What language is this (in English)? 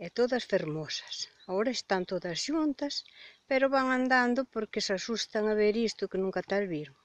Galician